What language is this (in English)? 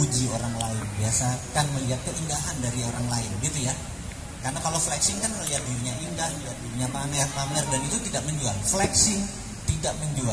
Indonesian